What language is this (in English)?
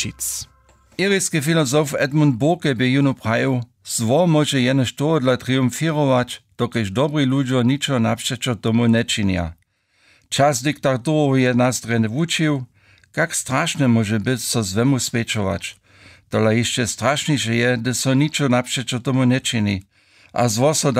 Upper Sorbian